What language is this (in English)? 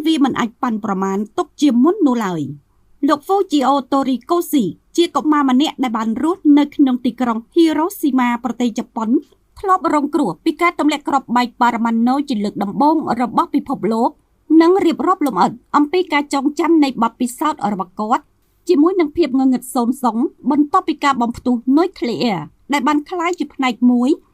Khmer